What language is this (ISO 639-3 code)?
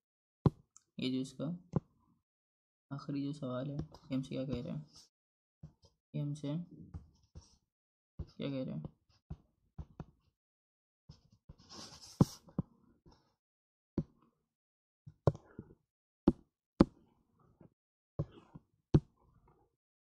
hin